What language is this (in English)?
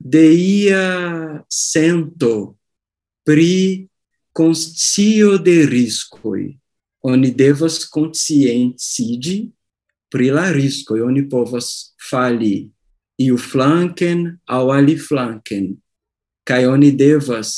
Esperanto